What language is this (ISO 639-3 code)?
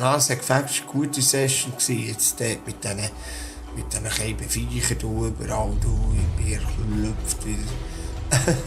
gsw